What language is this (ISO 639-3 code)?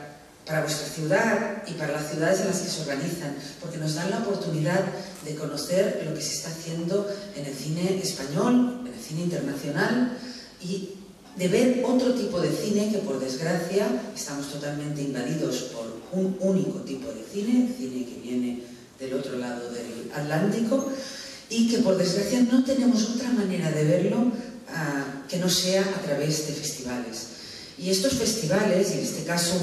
spa